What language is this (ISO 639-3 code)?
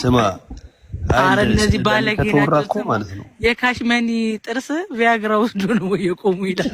amh